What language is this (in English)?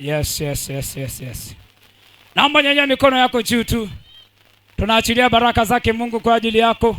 Swahili